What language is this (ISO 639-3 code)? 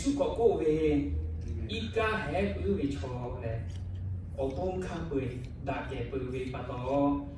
lhu